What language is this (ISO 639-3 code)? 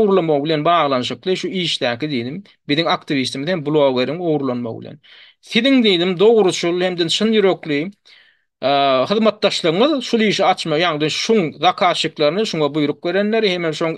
tuk